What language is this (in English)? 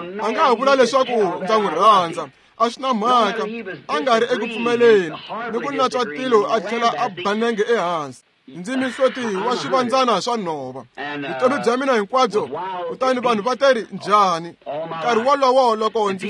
Tsonga